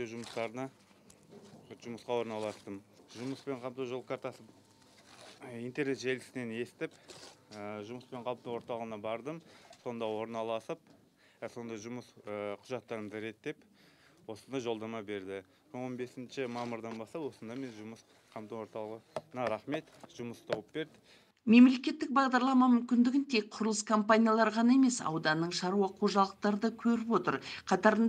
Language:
Kazakh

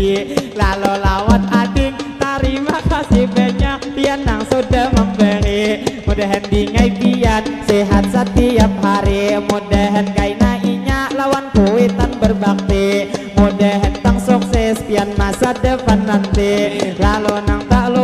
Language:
Banjar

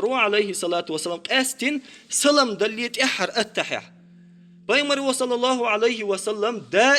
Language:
Chechen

